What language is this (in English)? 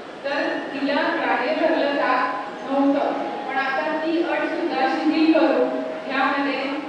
Marathi